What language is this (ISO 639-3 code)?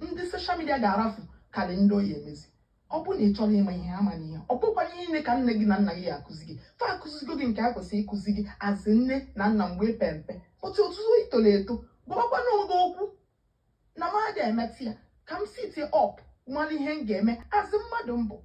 ibo